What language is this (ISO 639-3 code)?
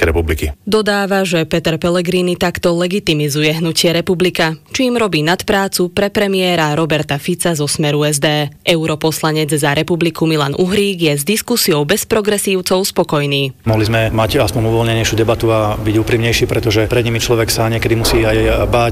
slk